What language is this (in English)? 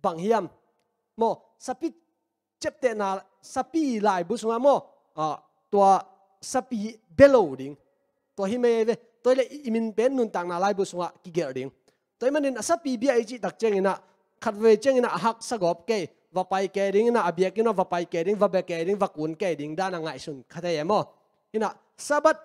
Tedim Chin